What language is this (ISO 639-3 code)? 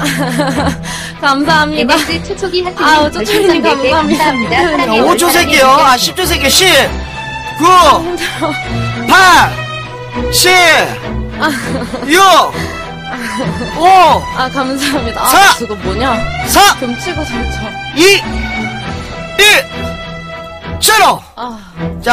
kor